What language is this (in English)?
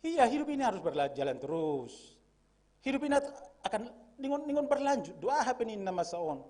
Batak Simalungun